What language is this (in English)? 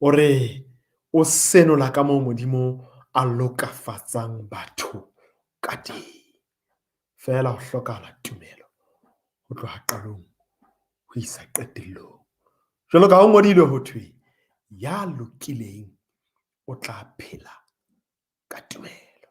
Southern Sotho